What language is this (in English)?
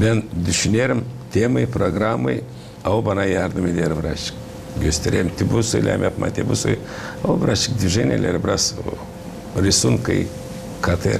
Gagauz